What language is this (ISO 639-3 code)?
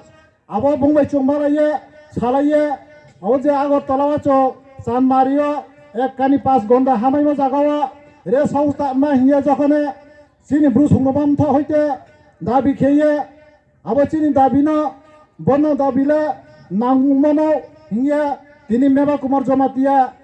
ria